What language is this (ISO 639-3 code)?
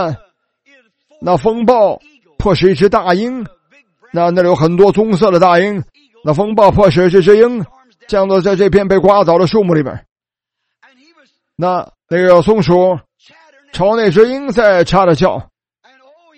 zho